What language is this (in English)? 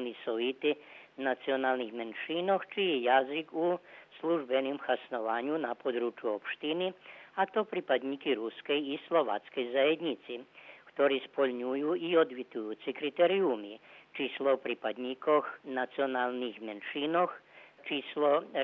Rusyn